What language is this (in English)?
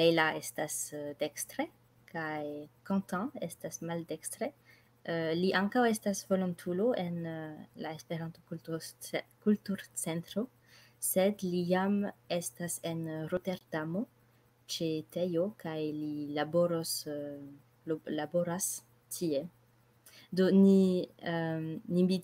Esperanto